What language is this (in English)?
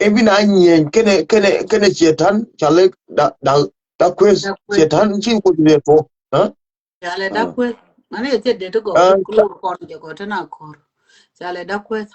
Nuer